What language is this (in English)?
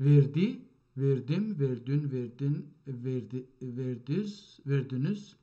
South Azerbaijani